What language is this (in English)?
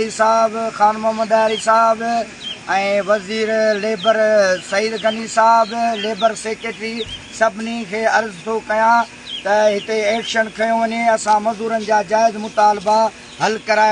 Sindhi